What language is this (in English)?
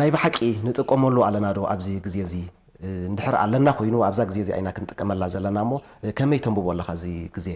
Tigrinya